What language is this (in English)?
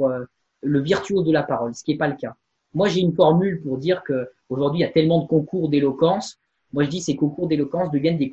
French